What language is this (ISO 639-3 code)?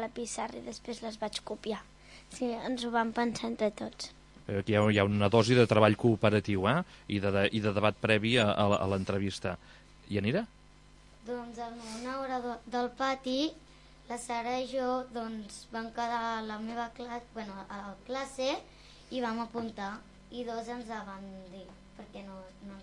cat